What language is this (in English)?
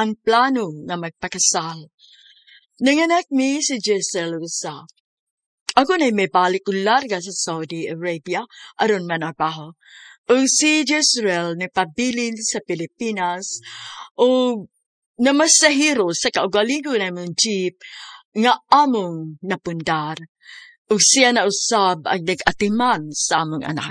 Cebuano